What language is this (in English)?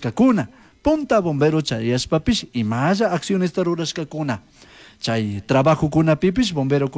Chimborazo Highland Quichua